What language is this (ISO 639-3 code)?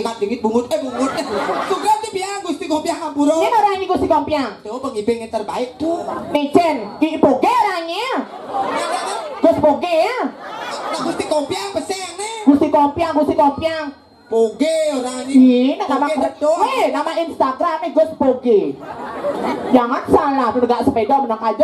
ban